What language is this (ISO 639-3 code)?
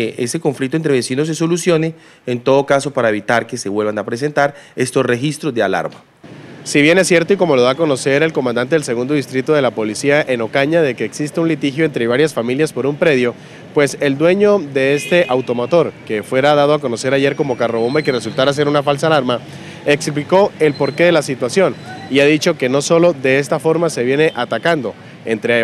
spa